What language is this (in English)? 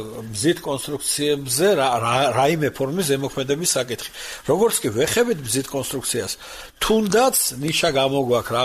Georgian